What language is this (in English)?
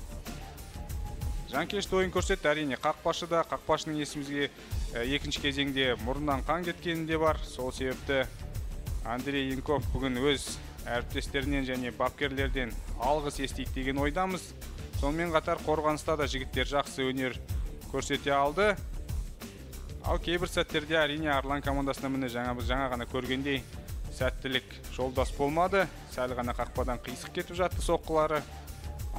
Kazakh